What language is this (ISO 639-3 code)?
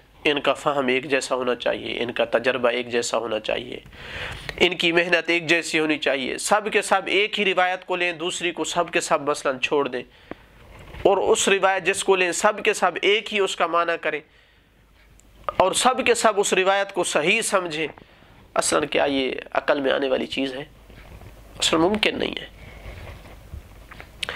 urd